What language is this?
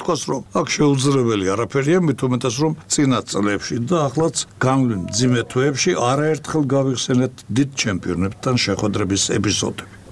Georgian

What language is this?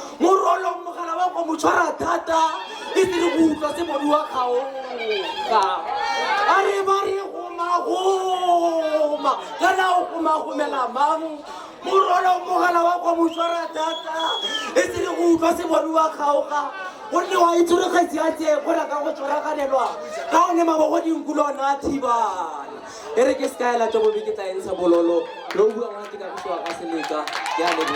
Tswana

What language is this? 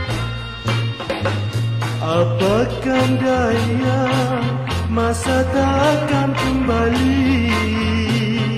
Malay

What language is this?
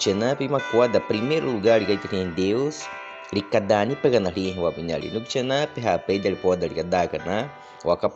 Baniwa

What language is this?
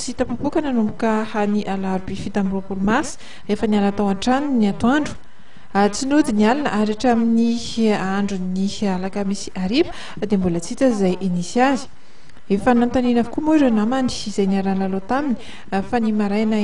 Malagasy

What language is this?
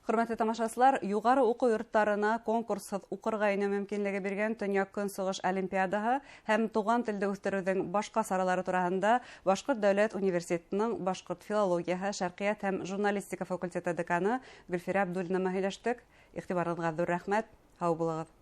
Bashkir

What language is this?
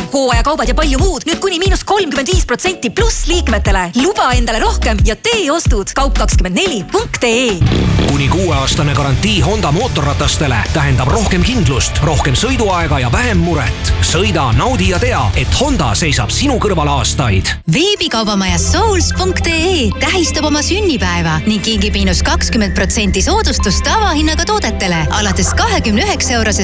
Estonian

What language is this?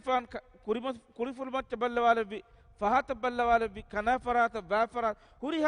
Divehi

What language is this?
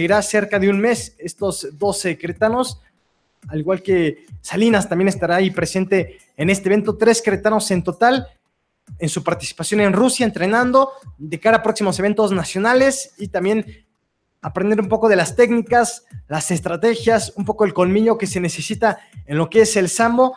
Spanish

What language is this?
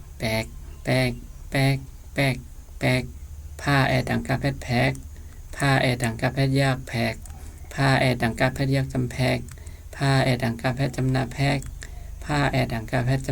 Shan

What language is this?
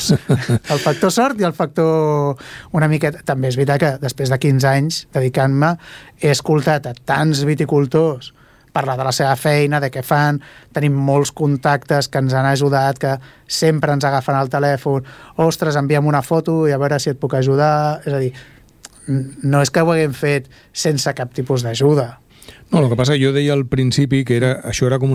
Catalan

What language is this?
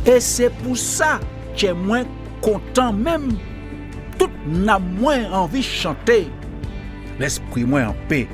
Guadeloupean Creole French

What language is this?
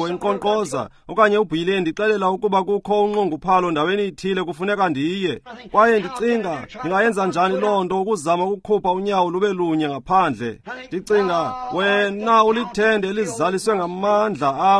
Xhosa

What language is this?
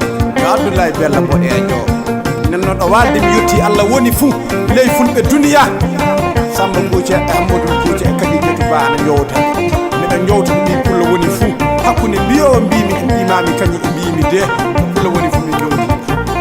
Nigerian Fulfulde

